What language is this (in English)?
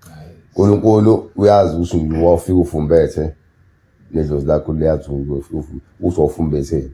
Zulu